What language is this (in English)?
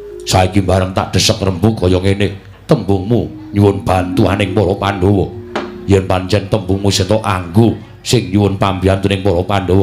Javanese